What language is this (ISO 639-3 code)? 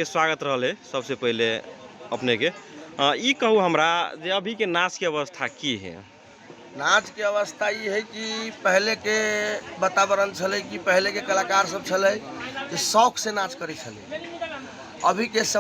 mag